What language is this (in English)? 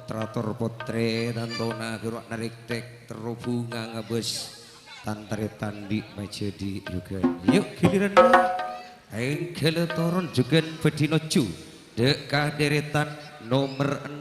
Madurese